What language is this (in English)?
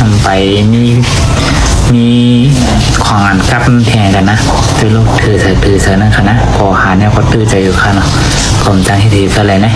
Shan